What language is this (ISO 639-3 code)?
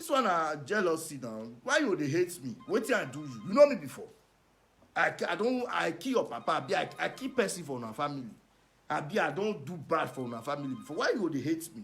pcm